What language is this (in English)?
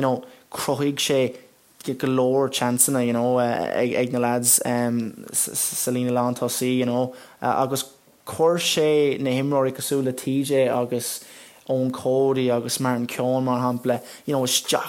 Irish